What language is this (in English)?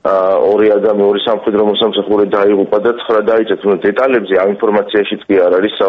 Georgian